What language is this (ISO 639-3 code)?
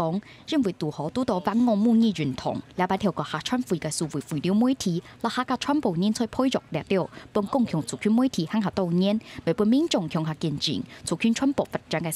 hak